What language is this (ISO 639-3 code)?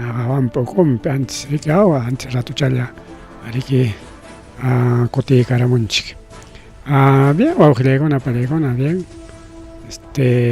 quy